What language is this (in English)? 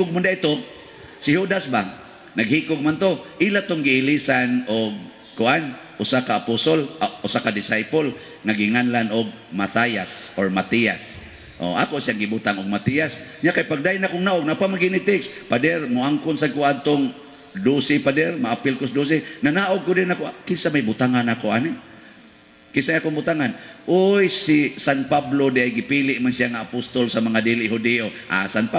Cebuano